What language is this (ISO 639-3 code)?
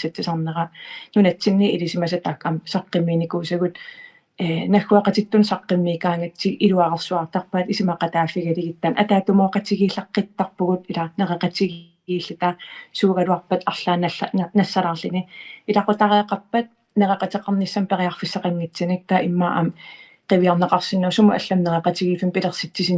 kal